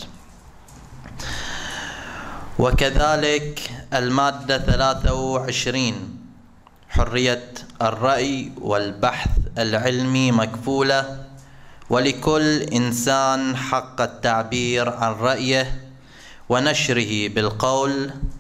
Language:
Arabic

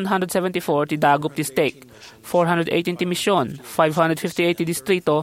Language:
Iloko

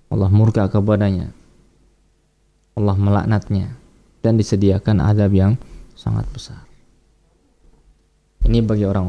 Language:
Indonesian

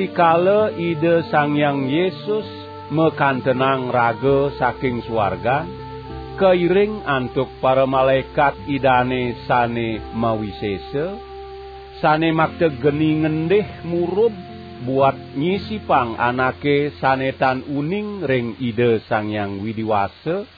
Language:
Balinese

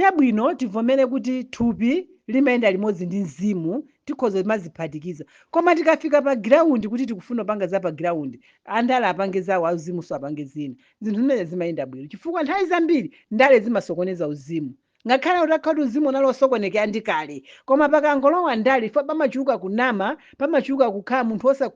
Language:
Nyanja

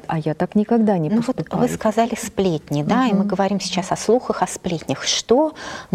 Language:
Russian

